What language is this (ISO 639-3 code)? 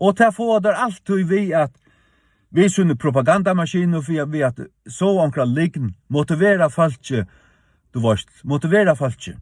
fao